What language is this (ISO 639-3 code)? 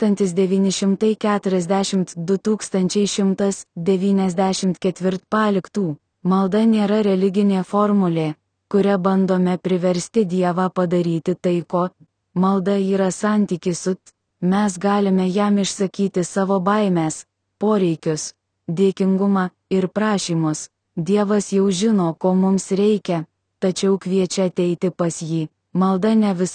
lit